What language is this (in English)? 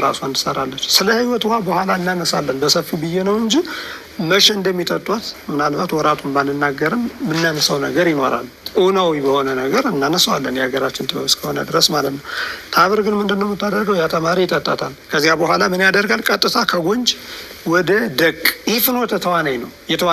Amharic